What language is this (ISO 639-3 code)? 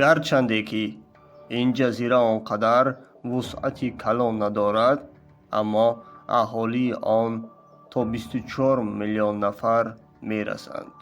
tgk